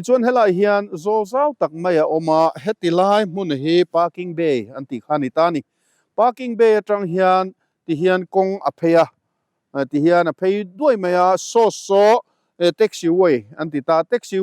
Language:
Mizo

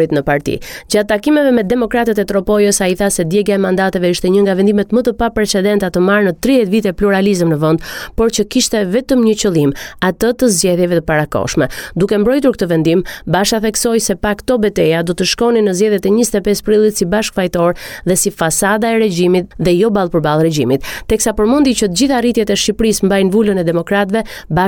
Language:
Albanian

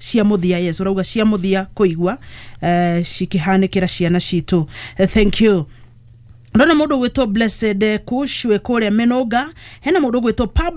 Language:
Kikuyu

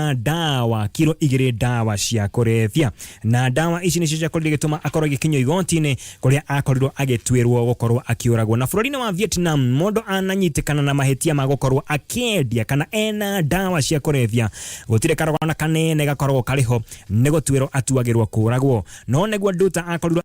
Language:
Kikuyu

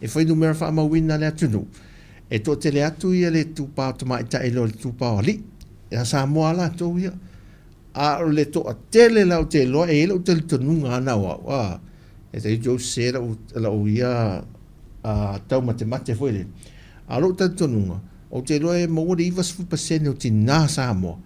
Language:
Samoan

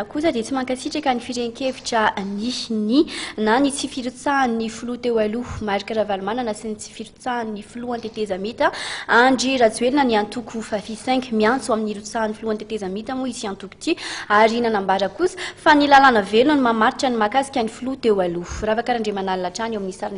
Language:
Malagasy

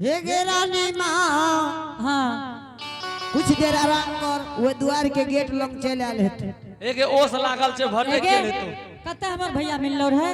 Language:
Angika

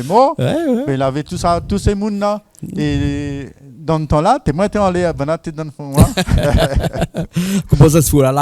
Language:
Réunion Creole French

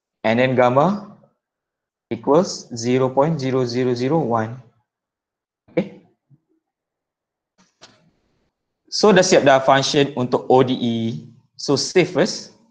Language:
Malay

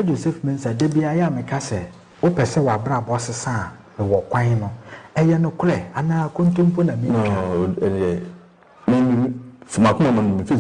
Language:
Akan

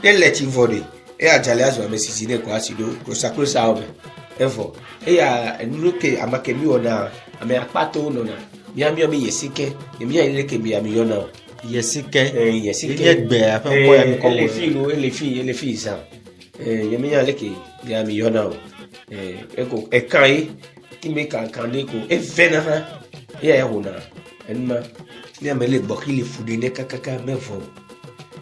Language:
Ewe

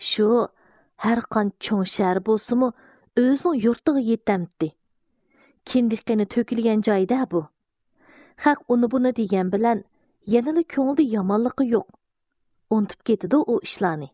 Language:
Uyghur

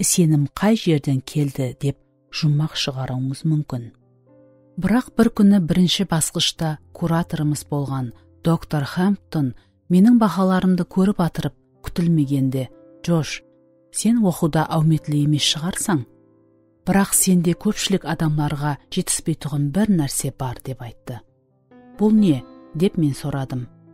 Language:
Kara-Kalpak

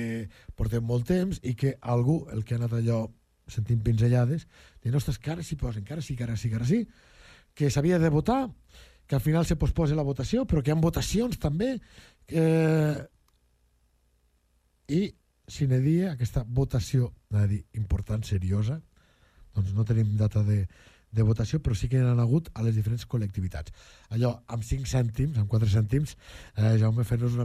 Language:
Catalan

